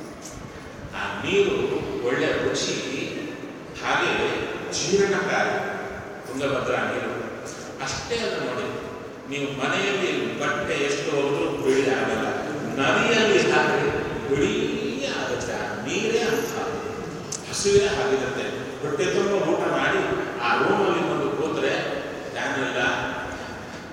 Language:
Kannada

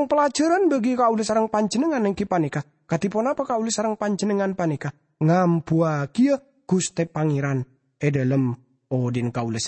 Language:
Madurese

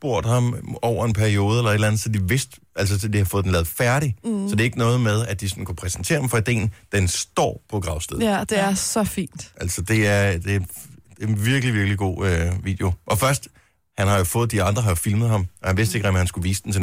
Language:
Danish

